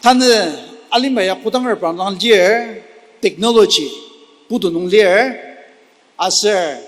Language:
Ao Naga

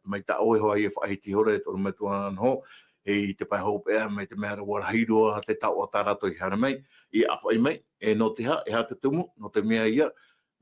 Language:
Tahitian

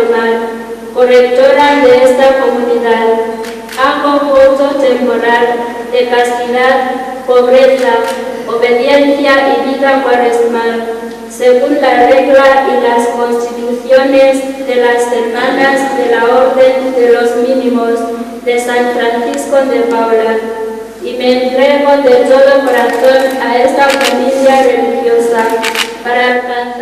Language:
Spanish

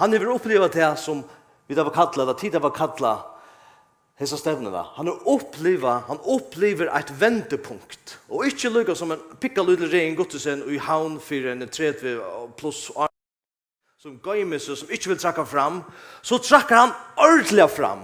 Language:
Faroese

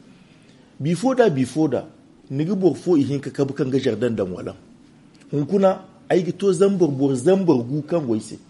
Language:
Zarma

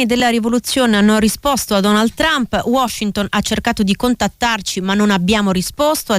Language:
Italian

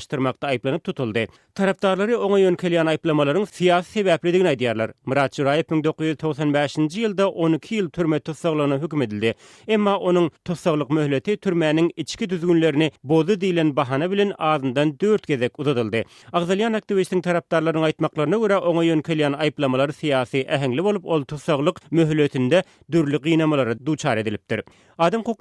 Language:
Turkmen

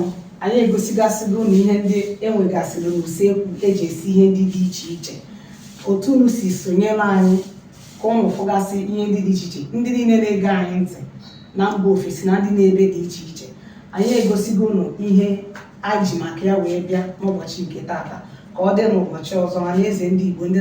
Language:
Igbo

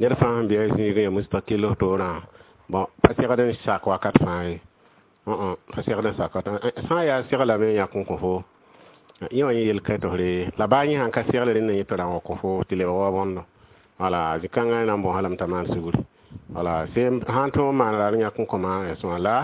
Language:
Mossi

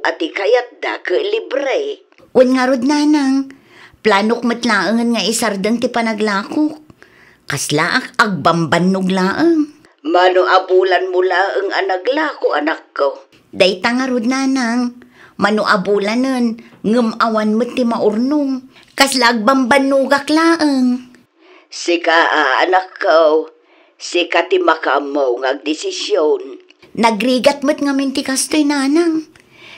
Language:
Iloko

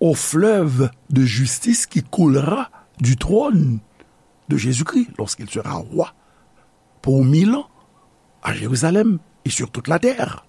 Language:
Haitian Creole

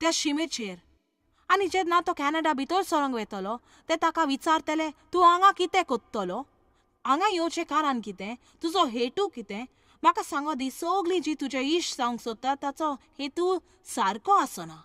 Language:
Konkani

